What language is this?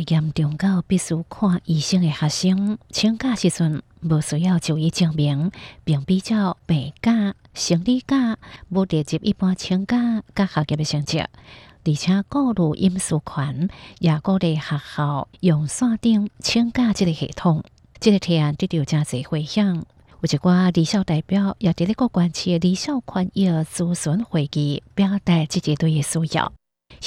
Hakka Chinese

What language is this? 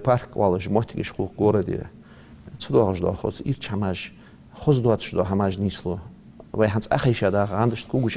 Ingush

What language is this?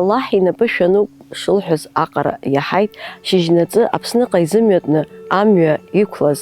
Abkhazian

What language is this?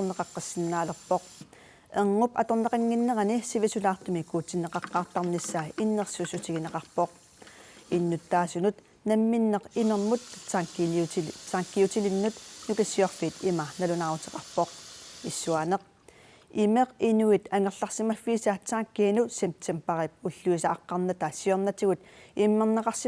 Kalaallisut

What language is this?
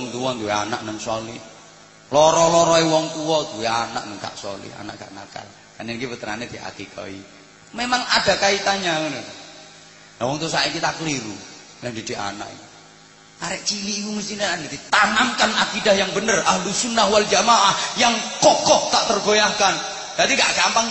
Javanese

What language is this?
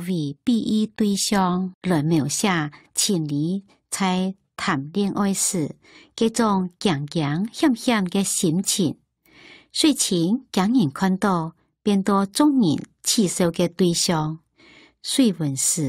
Hakka Chinese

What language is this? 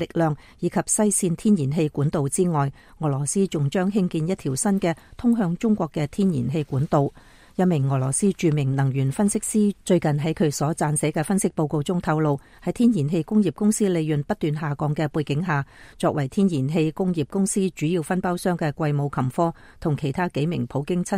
Cantonese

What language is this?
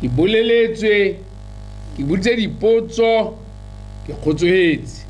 Tswana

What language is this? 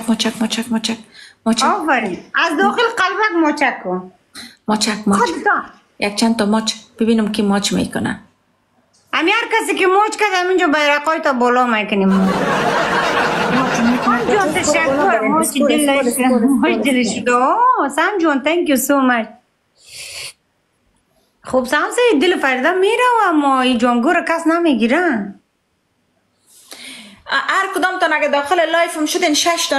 Persian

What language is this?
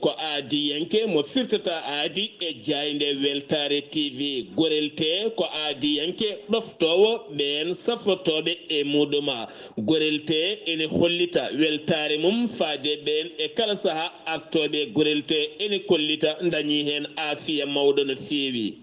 Fula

